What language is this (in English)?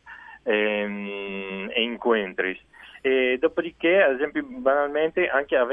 Friulian